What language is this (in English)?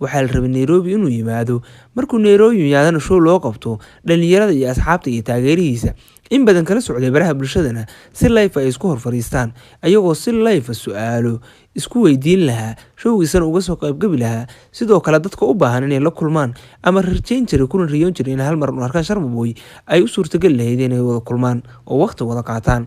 Somali